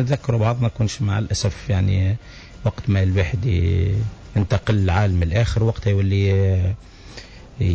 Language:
Tunisian Arabic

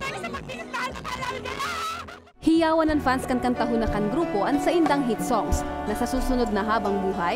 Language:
Bikol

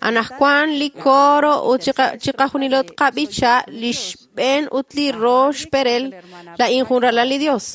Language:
Kekchí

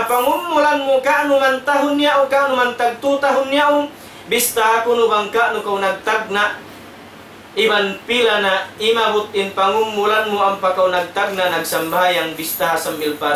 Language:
Tausug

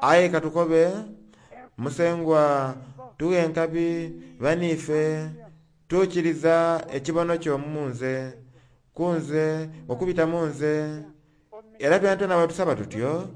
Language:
Soga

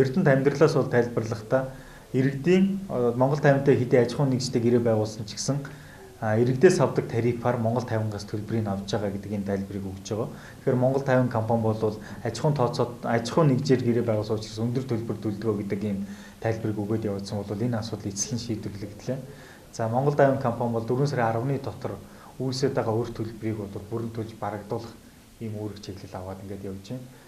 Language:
Mongolian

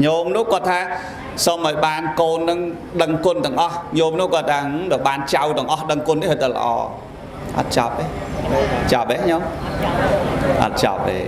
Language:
Khmer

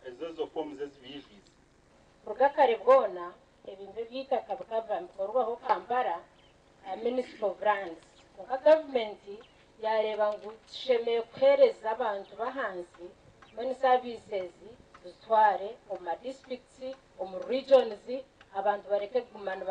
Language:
Nyankole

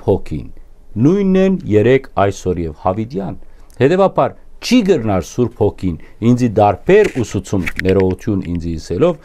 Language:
Western Armenian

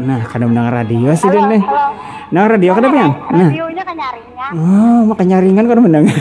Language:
Banjar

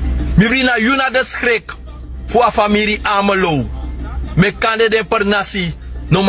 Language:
Sranan Tongo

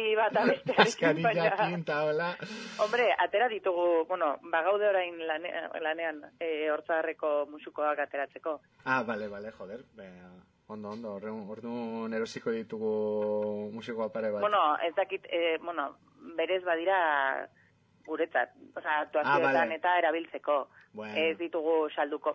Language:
Basque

